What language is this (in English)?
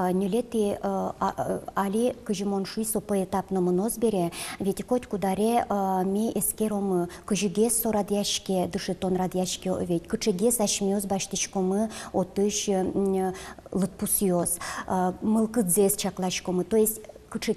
Udmurt